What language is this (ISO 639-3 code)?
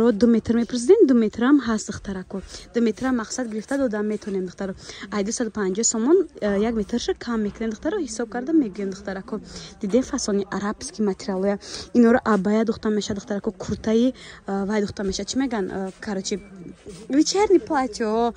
tgk